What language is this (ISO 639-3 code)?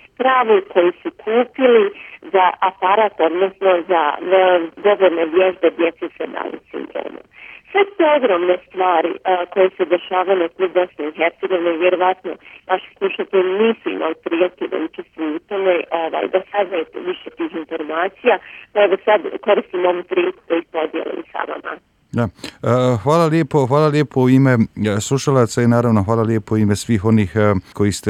bos